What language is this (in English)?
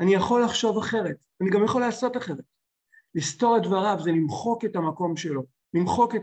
Hebrew